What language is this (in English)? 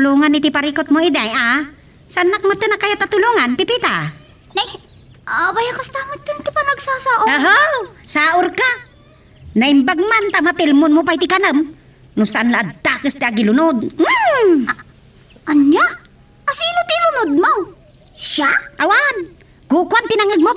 Iloko